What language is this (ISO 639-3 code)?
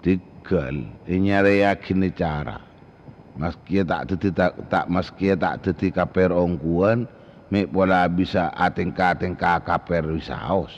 mad